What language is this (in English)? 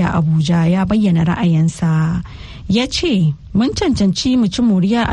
Hausa